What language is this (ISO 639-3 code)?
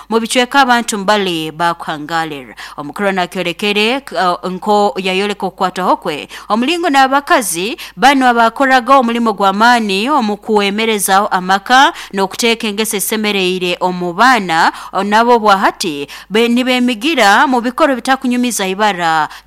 nyo